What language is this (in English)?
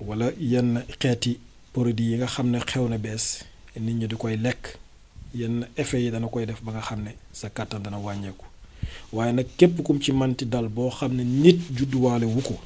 Wolof